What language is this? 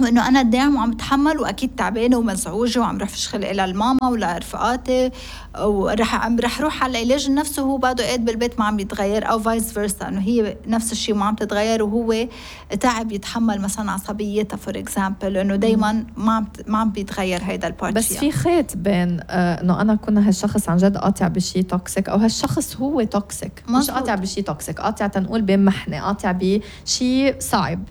North Levantine Arabic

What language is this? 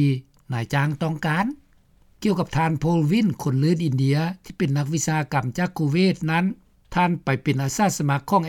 Lao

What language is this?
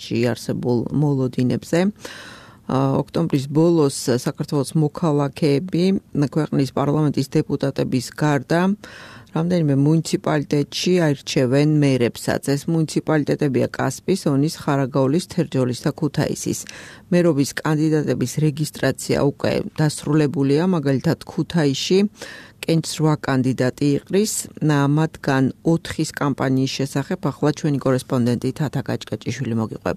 Georgian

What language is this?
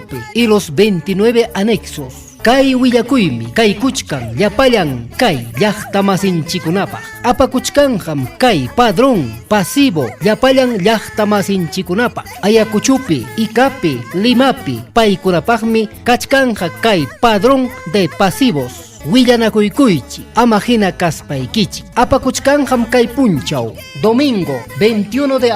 Ayacucho Quechua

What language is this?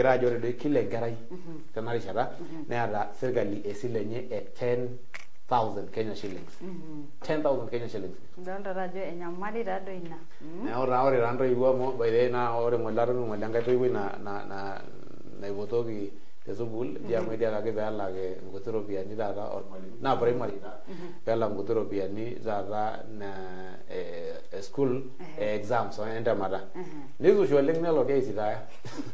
Masai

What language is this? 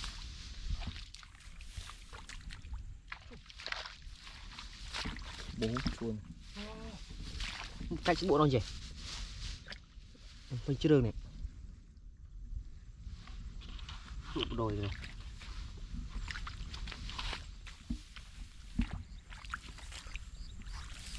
Vietnamese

